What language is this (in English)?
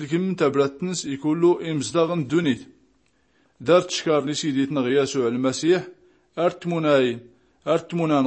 Tachelhit